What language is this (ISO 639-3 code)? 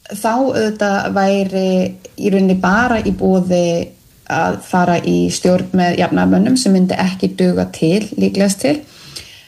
isl